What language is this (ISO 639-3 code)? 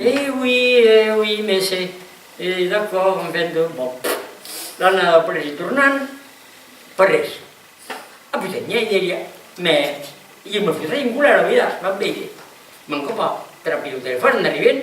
oci